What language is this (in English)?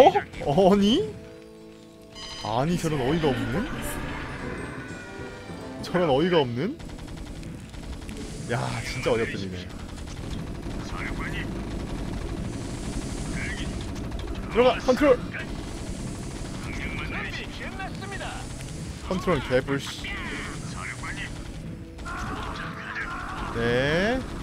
Korean